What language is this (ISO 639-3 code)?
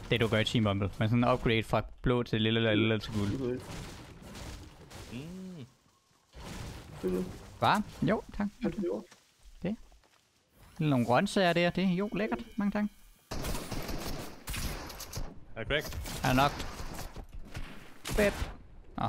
dan